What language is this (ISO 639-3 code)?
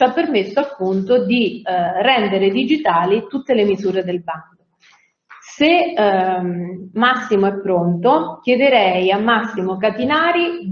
ita